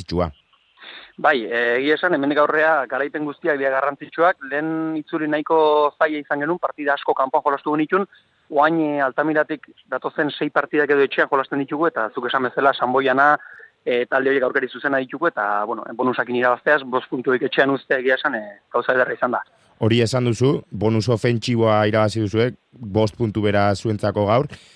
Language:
Basque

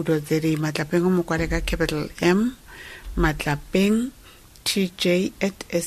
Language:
Tswana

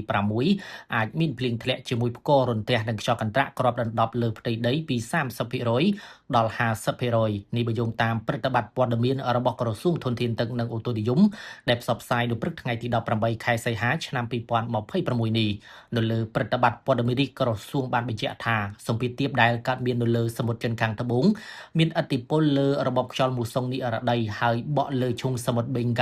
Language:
Khmer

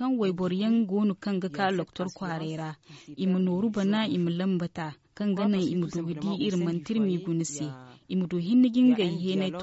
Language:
Zarma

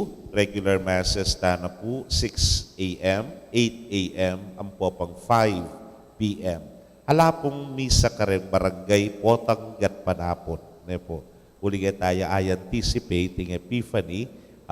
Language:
Pampanga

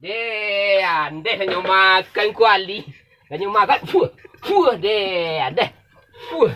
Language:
Minangkabau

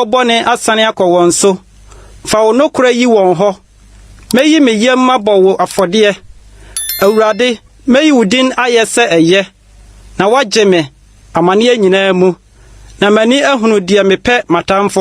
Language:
Akan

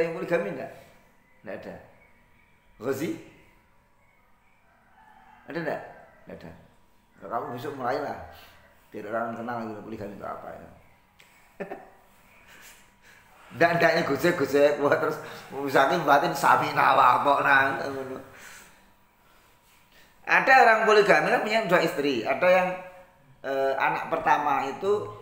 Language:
Indonesian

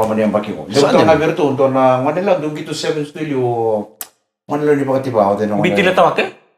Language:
Fijian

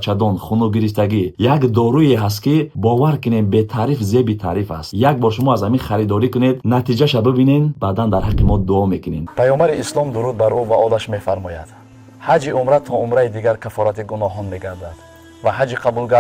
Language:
Tajik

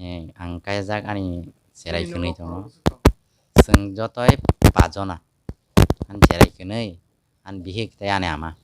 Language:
Kok Borok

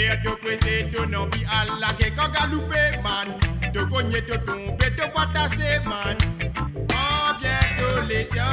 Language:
Morisyen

